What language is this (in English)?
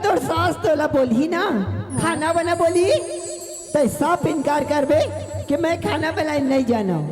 Chhattisgarhi